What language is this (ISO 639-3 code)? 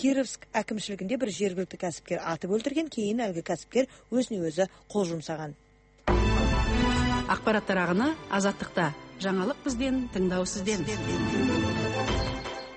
kaz